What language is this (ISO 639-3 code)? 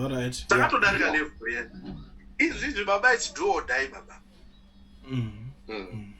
sna